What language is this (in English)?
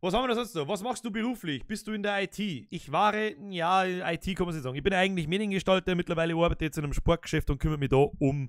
Bavarian